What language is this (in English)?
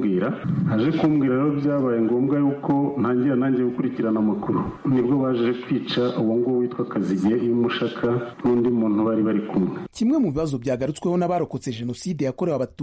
Kinyarwanda